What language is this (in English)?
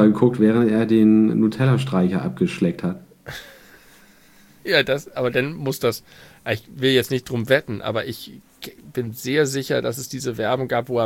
German